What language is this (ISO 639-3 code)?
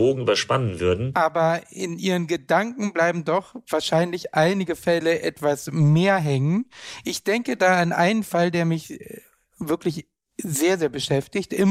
deu